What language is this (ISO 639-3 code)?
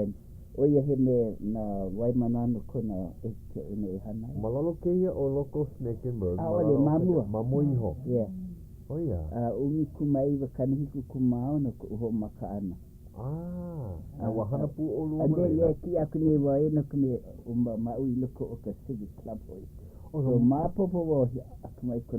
haw